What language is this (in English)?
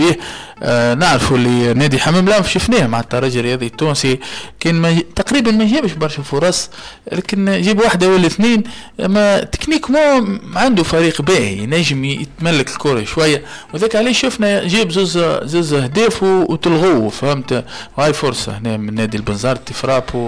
Tunisian Arabic